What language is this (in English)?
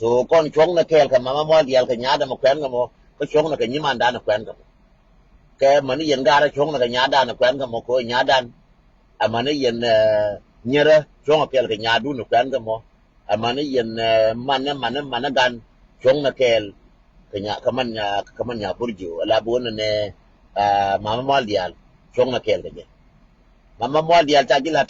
Nuer